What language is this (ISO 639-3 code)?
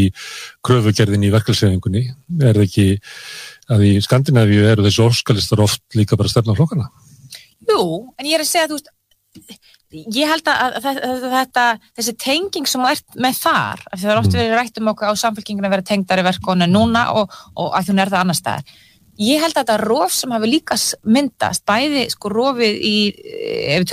isl